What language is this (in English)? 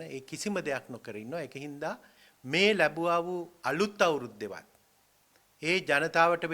Sinhala